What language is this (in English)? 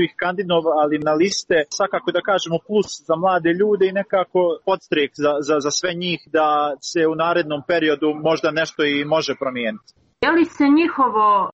Bosnian